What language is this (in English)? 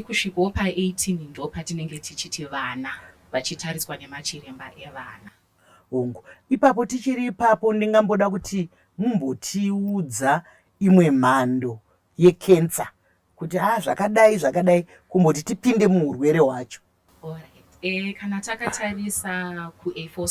Shona